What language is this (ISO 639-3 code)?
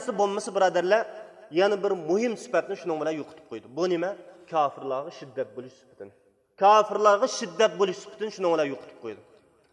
uig